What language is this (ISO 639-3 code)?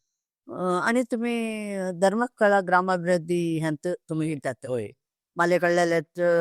kok